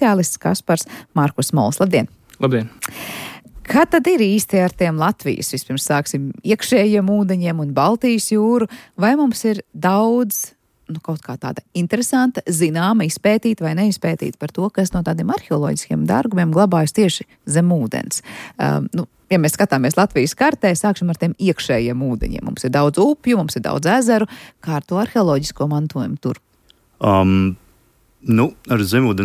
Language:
Latvian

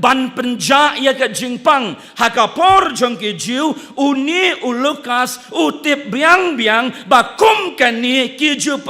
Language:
Khasi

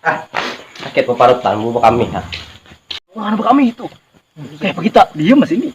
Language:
Banjar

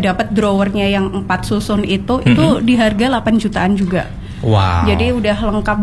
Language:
Indonesian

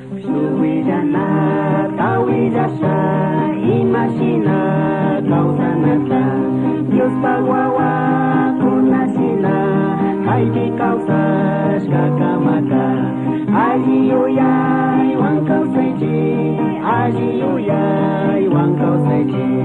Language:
Chimborazo Highland Quichua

